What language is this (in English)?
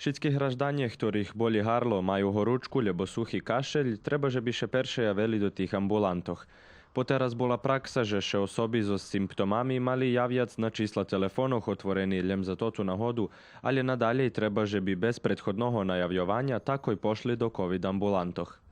Rusyn